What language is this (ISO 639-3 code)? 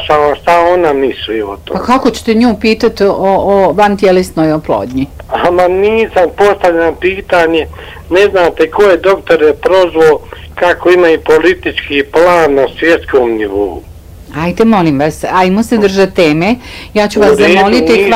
bos